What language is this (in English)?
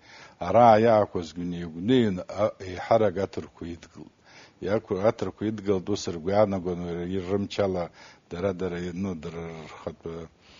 Abkhazian